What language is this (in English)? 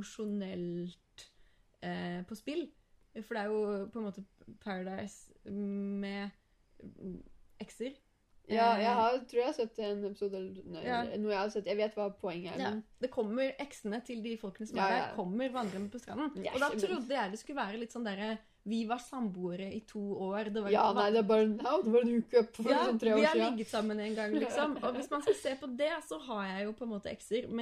Norwegian